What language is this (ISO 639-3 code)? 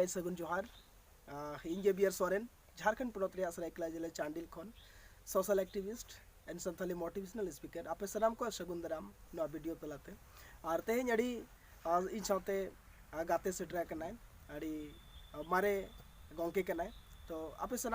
sat